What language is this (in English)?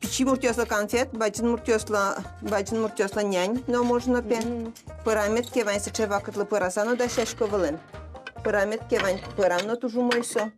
Udmurt